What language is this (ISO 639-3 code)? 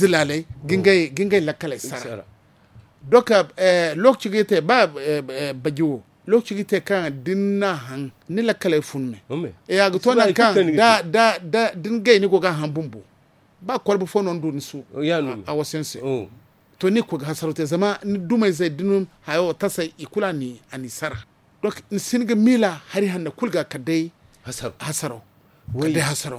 dje